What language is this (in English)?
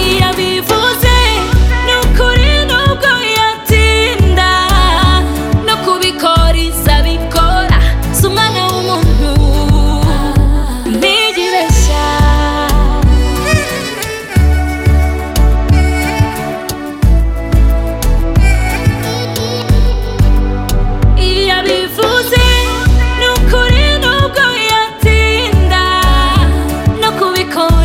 Kinyarwanda